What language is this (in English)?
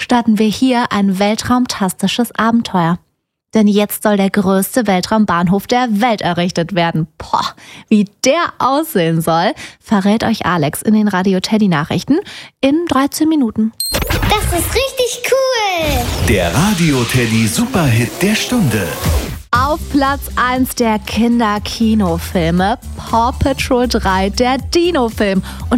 German